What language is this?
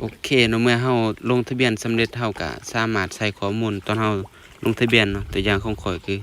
Lao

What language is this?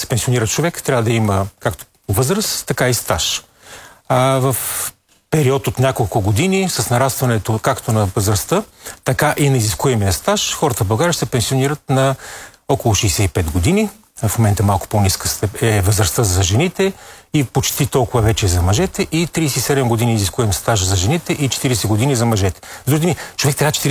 Bulgarian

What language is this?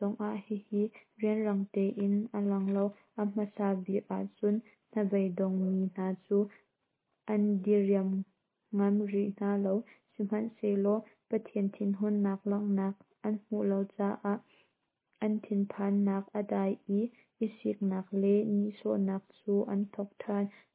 Hakha Chin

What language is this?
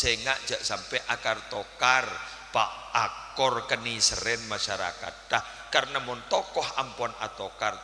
Madurese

